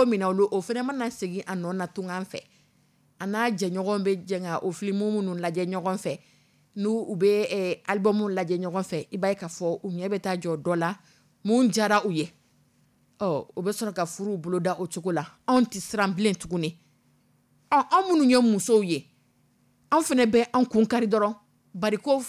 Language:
Dyula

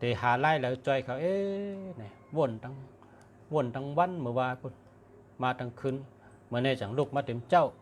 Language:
Shan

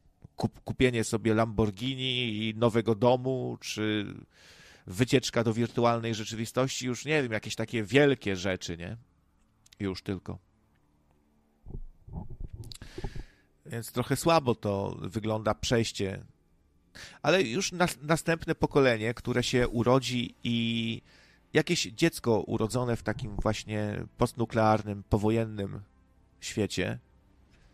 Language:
Polish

